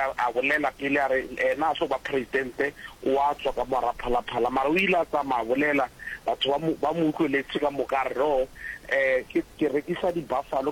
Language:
Northern Sotho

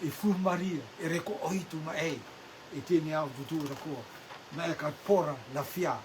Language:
Rotuman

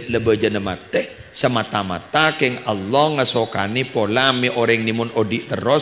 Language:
Madurese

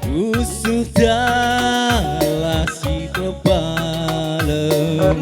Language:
Batak Karo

